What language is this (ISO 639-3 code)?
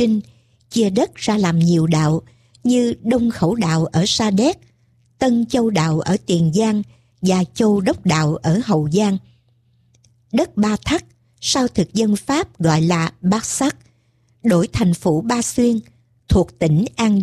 vie